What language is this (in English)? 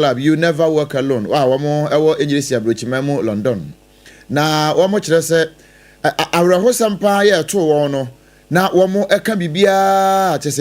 Akan